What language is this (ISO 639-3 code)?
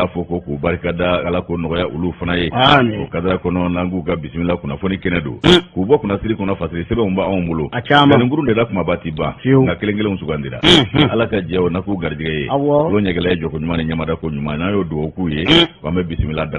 bam